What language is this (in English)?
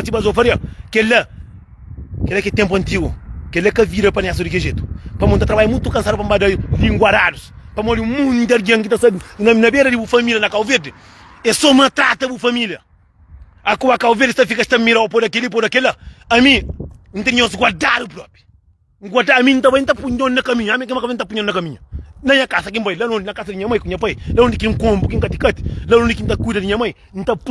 Kabuverdianu